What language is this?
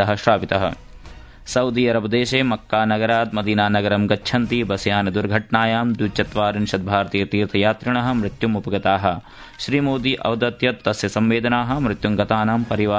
Sanskrit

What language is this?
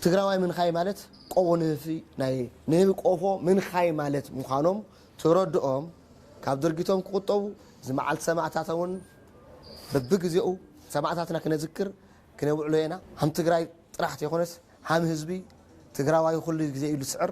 Tigrinya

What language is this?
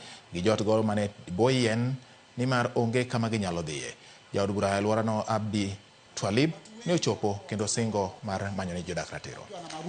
Luo (Kenya and Tanzania)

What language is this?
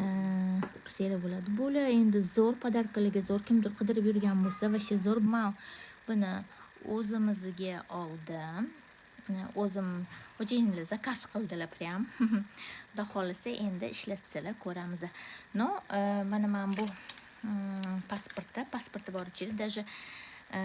Uzbek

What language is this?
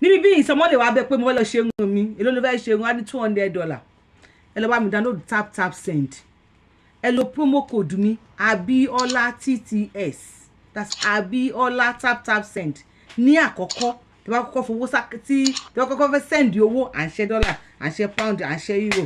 Yoruba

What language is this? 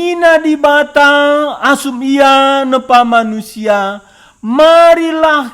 Batak Karo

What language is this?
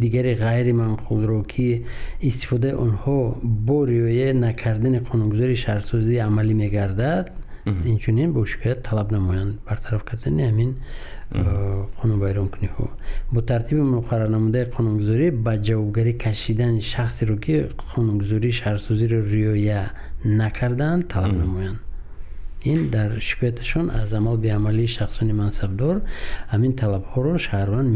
Tajik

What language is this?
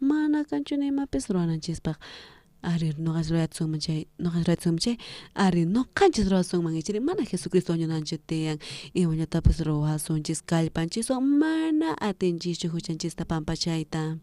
South Bolivian Quechua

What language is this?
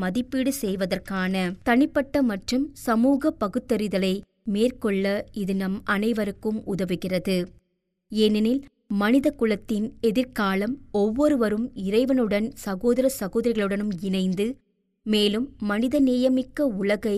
Tamil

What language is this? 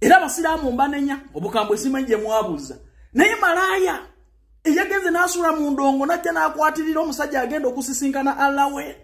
Ganda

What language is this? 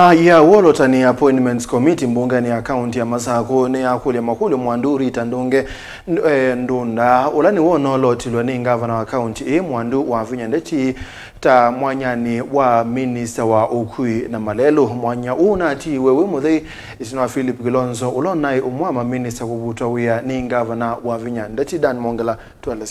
Kamba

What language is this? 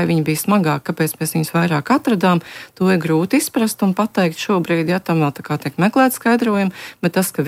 Latvian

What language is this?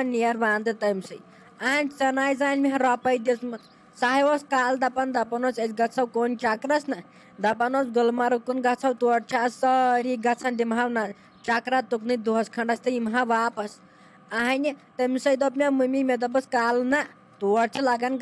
Kashmiri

